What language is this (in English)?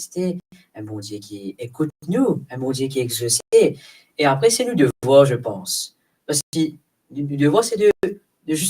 Morisyen